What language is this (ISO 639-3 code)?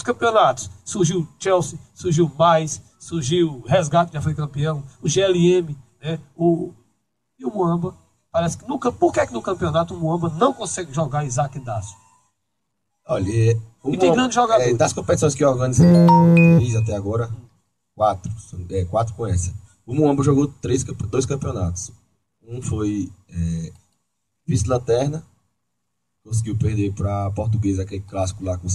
por